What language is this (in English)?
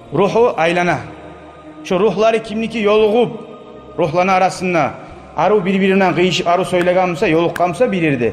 Kumyk